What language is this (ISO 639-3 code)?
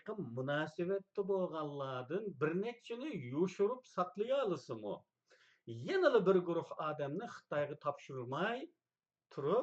uig